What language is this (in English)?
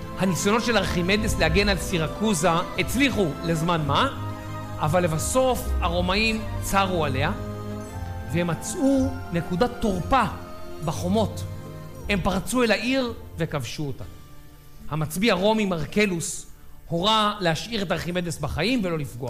Hebrew